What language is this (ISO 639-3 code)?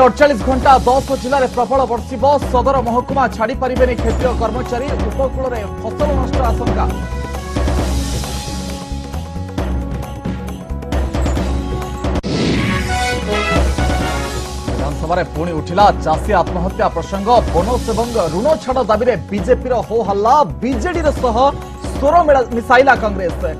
ori